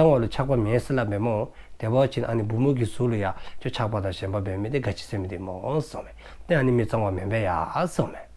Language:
Dzongkha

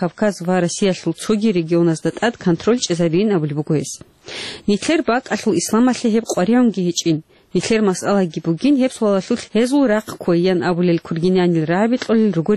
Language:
Avaric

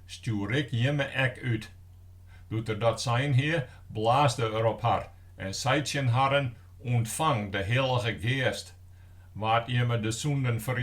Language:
Western Frisian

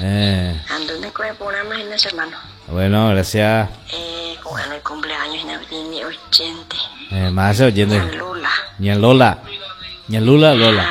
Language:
Guarani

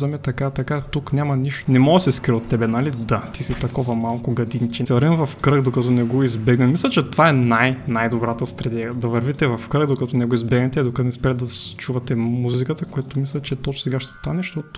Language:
Bulgarian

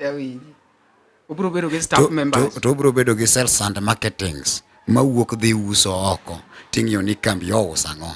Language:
Luo (Kenya and Tanzania)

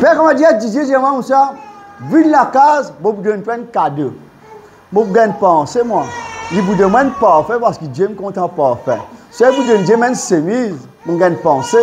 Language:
Morisyen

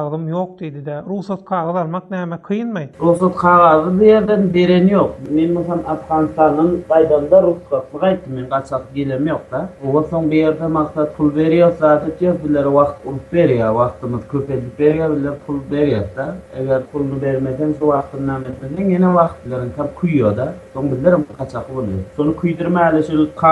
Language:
Turkmen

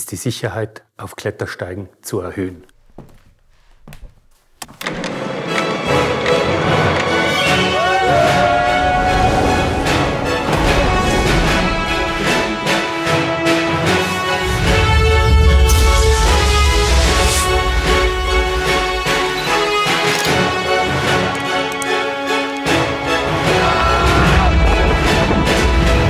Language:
German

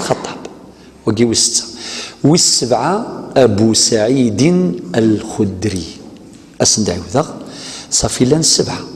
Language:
Kabyle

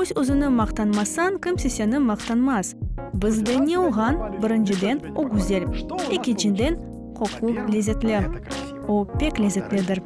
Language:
Crimean Tatar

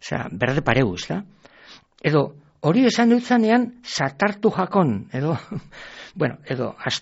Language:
Basque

